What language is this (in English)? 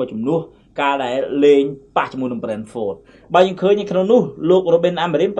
Khmer